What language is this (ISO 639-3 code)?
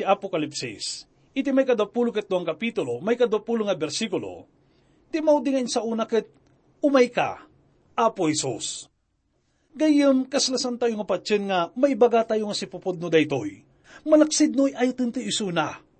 ilo